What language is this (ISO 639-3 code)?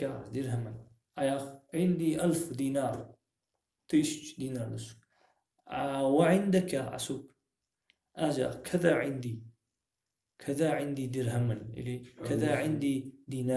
inh